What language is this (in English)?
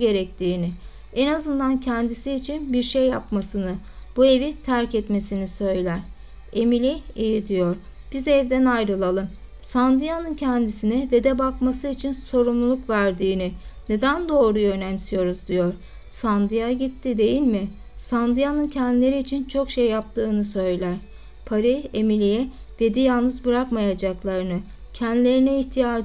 Turkish